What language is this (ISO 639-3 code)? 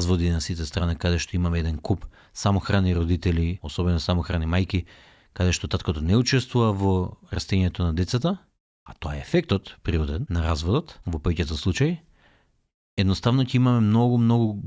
mkd